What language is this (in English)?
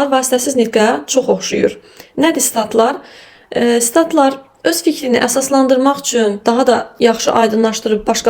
Azerbaijani